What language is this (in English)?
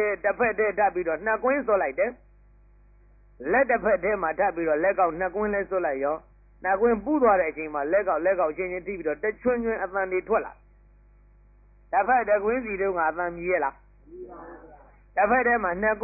Burmese